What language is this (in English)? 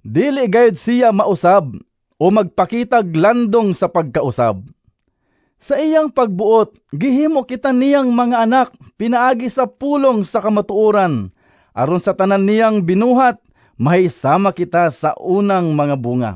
Cebuano